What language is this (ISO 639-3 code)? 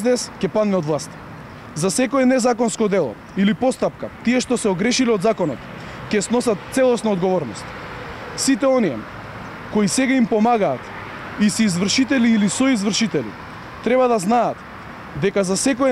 mkd